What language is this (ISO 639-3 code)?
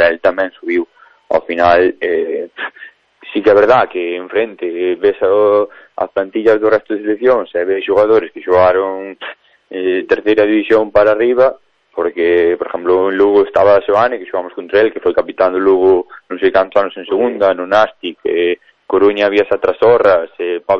glg